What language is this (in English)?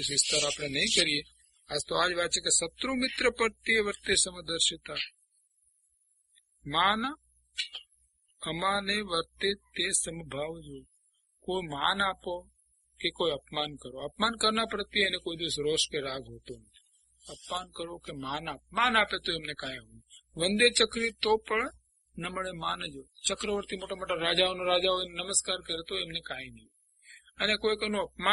Gujarati